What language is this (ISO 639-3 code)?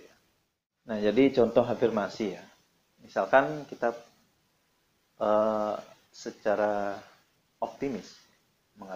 ind